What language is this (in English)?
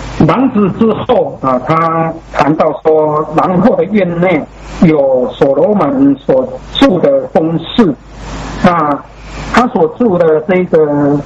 Chinese